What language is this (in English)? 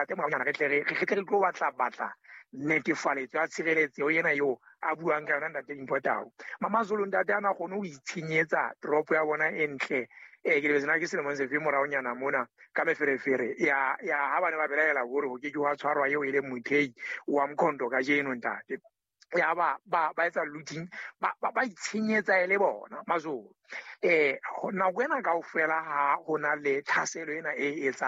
Southern Sotho